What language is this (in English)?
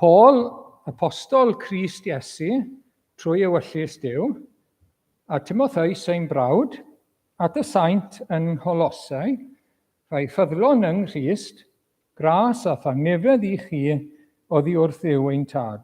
Welsh